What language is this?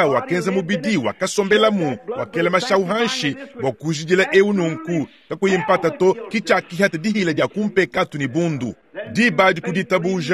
Luba-Lulua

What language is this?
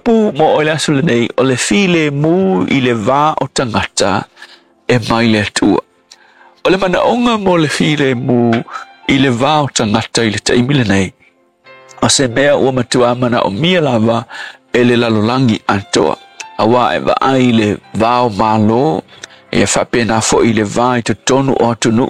Samoan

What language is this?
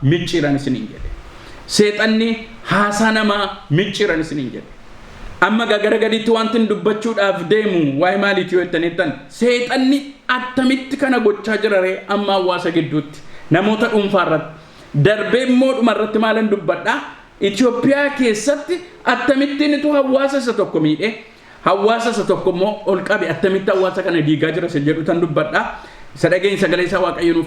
Oromo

